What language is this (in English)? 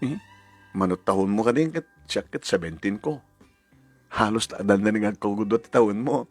Iloko